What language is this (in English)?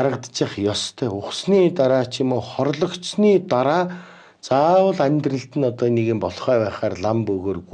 Mongolian